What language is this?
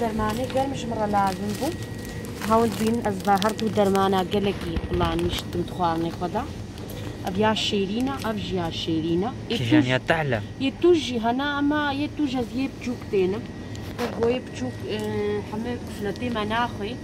Kurdish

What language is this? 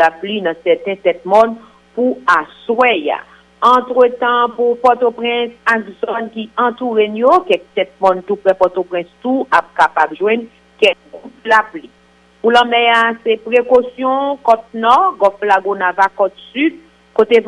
Haitian Creole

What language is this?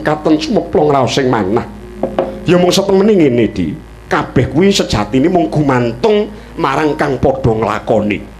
Javanese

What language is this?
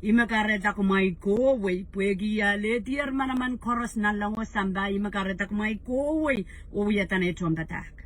Pohnpeian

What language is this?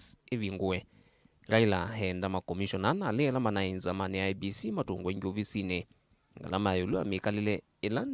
Kamba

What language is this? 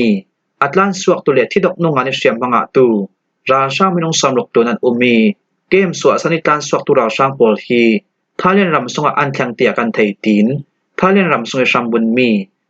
Falam Chin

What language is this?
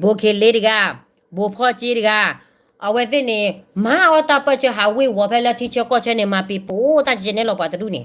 S'gaw Karen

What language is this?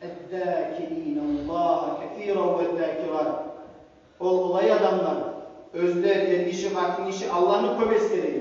Kumyk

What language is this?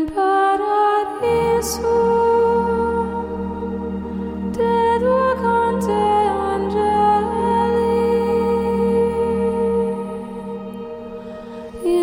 Dutch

